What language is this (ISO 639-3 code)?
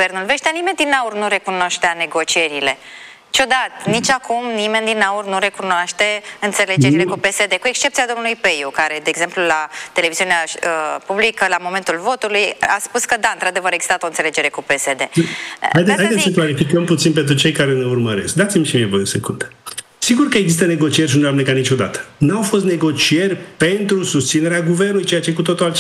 ron